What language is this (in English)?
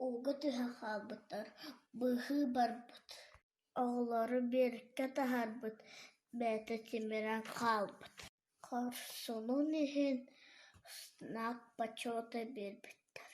Yakut